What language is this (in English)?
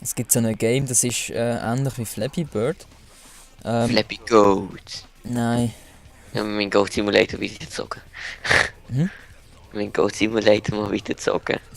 Swiss German